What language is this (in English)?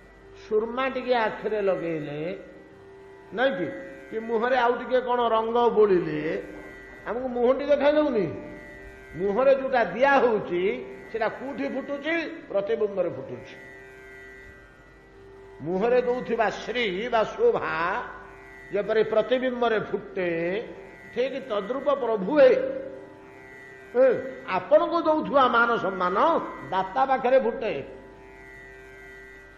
Odia